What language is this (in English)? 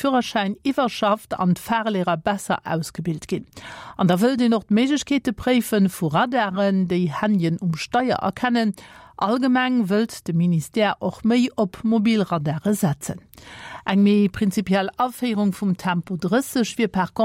Luxembourgish